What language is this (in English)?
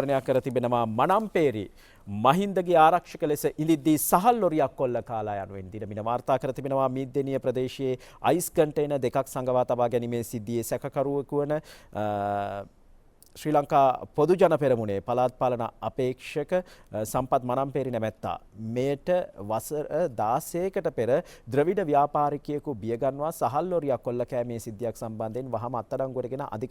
Sinhala